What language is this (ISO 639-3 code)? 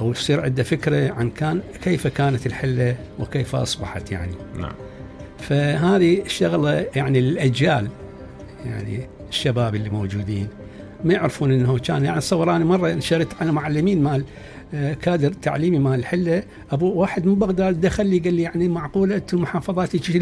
acm